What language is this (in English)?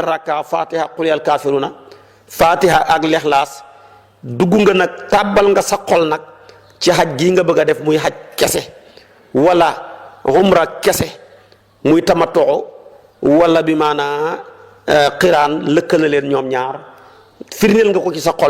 Wolof